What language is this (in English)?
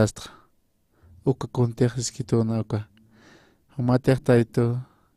Aymara